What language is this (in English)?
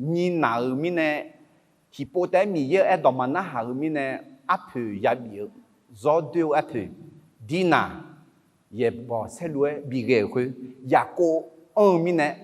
Akha